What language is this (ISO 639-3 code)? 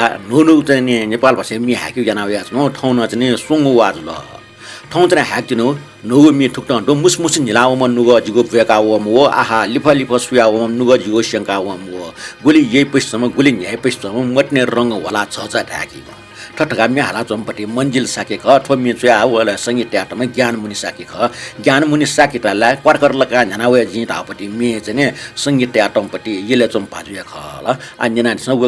new